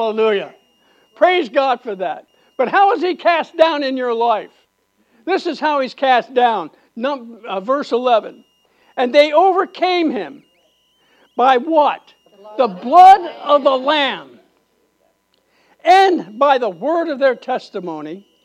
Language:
English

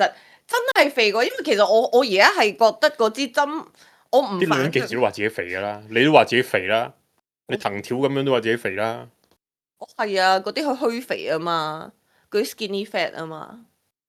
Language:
Cantonese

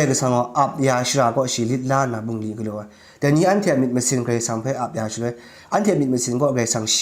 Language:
Kachin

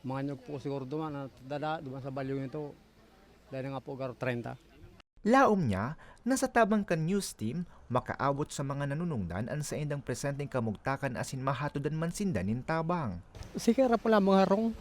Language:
Bikol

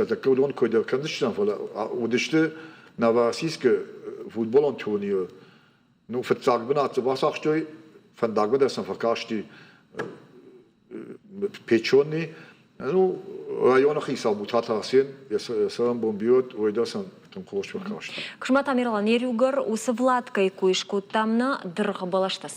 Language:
Ossetic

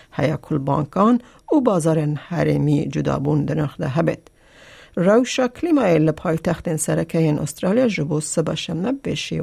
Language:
Kurdish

